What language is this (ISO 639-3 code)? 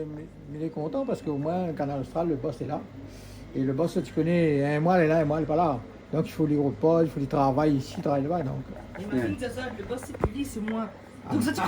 rcf